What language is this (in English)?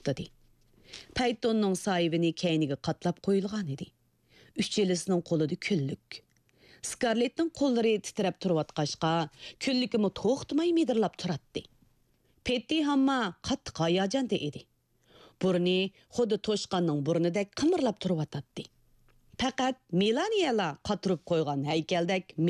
Uyghur